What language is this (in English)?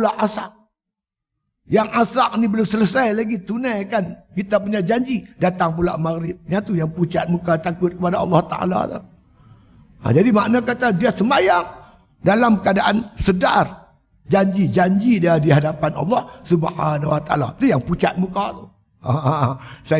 Malay